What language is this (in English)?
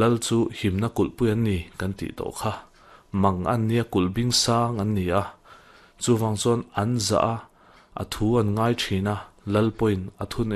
Mizo